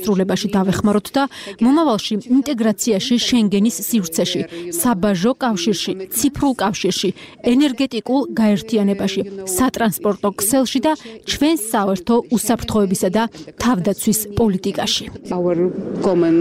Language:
Georgian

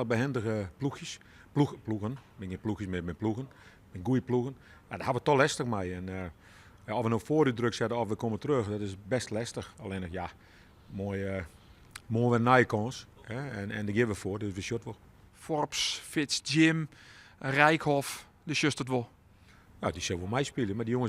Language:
Western Frisian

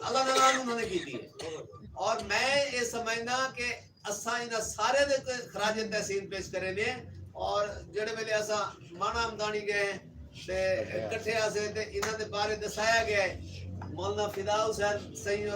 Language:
Saraiki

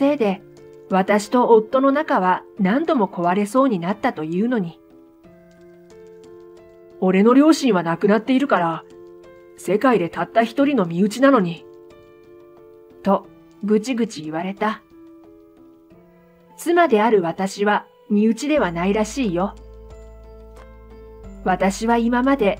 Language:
Japanese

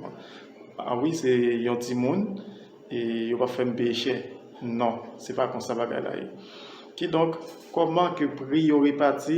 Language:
Haitian Creole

